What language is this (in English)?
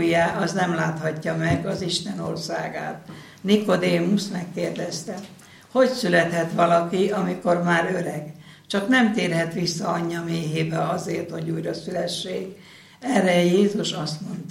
Hungarian